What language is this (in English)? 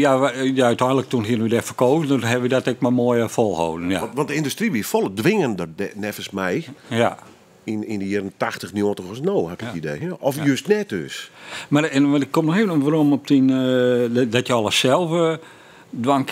Western Frisian